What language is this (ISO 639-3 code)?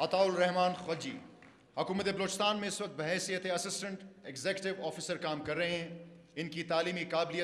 urd